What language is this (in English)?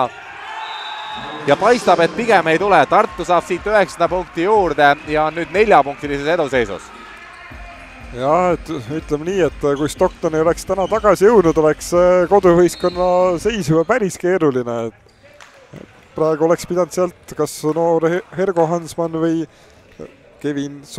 Estonian